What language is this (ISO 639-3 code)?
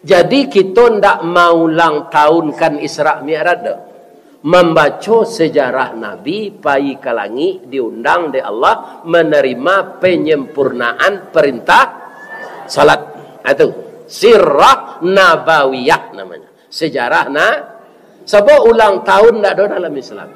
min